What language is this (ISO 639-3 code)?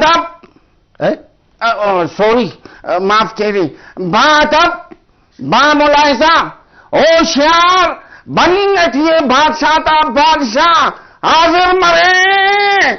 brh